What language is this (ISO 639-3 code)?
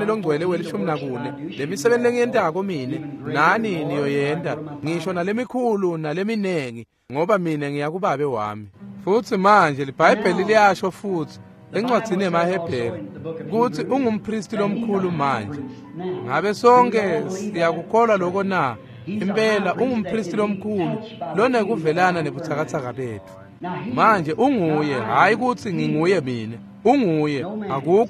ssw